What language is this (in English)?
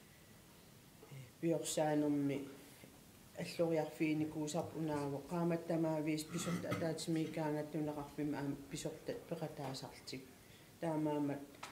Kalaallisut